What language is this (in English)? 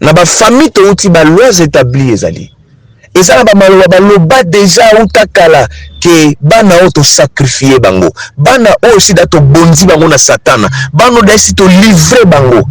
Lingala